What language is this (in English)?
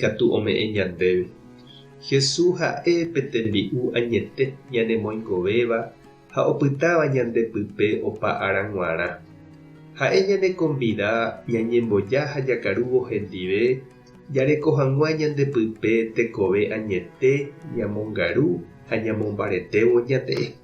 Guarani